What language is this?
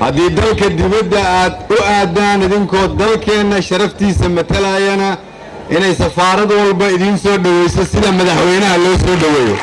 Somali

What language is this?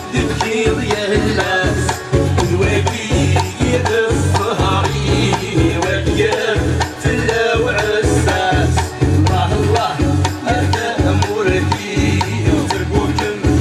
Kabyle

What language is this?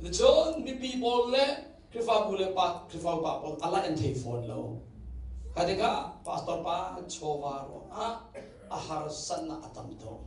Hakha Chin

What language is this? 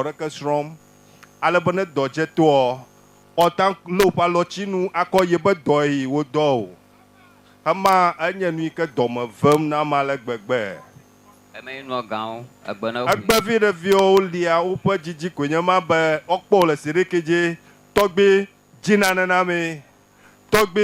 Ewe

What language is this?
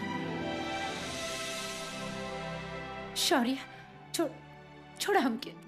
Bhojpuri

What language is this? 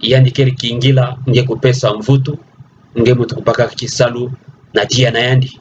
Kituba (Democratic Republic of Congo)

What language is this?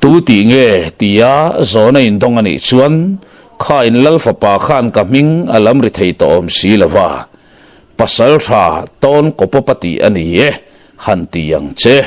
Mizo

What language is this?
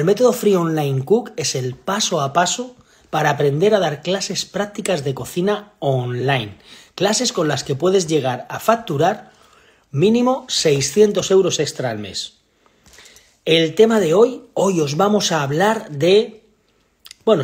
Spanish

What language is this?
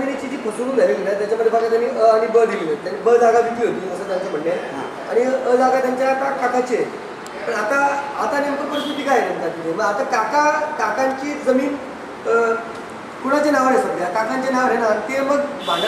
Marathi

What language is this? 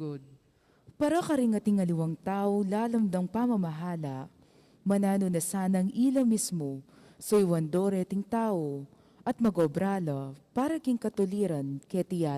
Pampanga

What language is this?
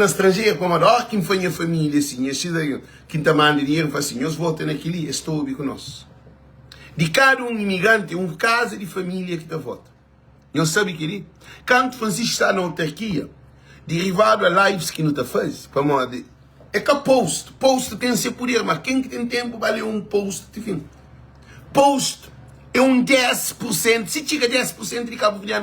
Kabuverdianu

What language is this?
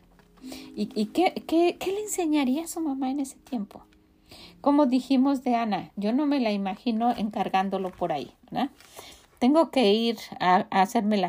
Spanish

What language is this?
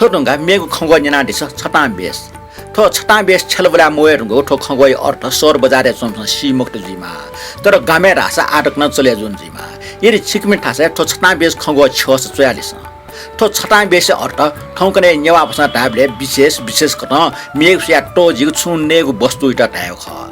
Newari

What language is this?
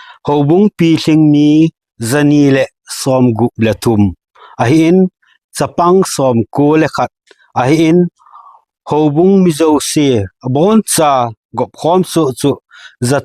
Thado Chin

